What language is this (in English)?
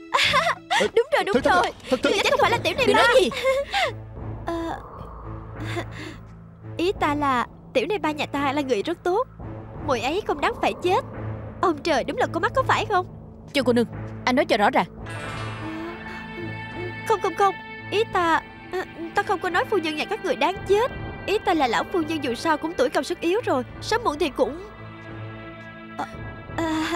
Vietnamese